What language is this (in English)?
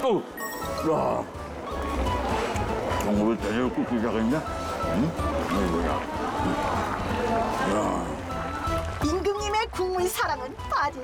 Korean